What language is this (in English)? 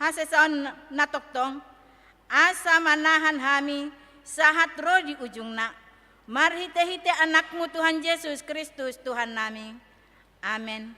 Batak Toba